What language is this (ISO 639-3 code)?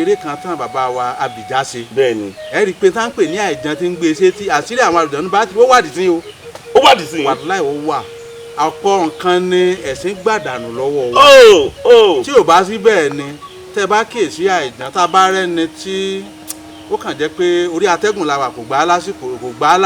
yor